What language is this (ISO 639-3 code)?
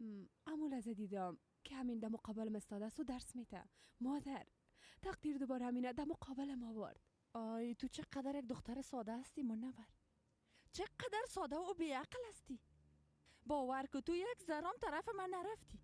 fas